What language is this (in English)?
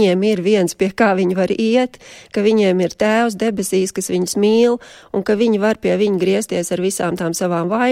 Latvian